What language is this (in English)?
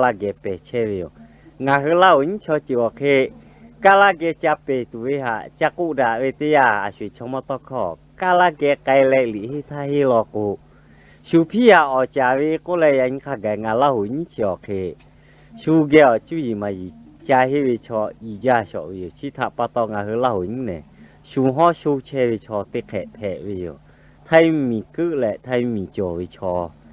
Lahu